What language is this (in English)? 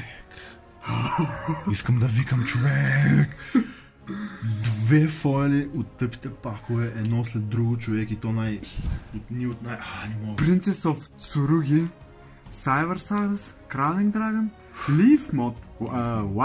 Bulgarian